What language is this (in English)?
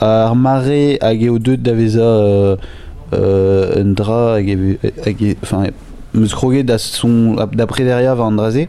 Breton